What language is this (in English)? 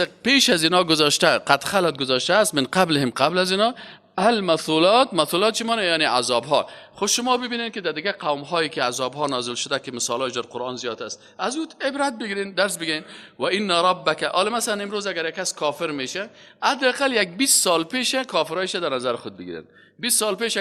Persian